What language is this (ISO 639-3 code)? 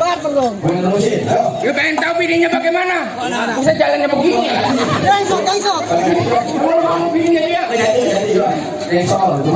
bew